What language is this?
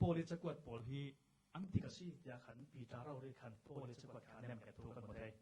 Falam Chin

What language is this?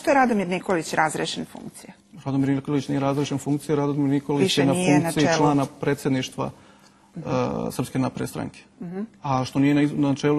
Serbian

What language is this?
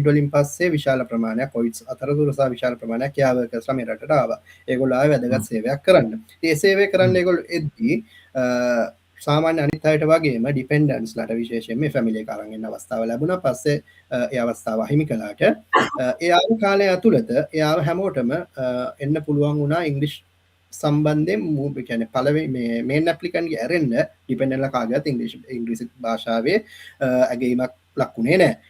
Sinhala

